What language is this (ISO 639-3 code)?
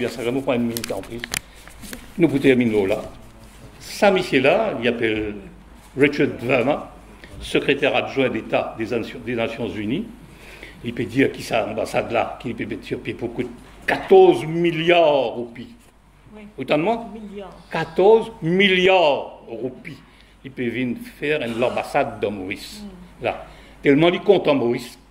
mfe